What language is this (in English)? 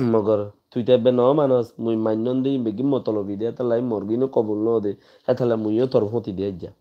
Rohingya